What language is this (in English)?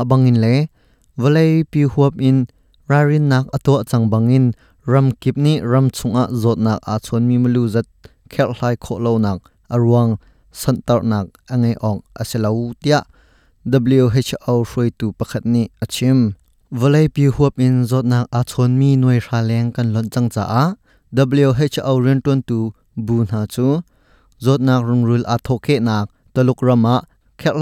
Hakha Chin